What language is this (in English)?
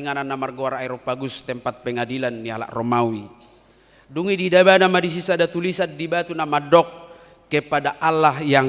Batak Toba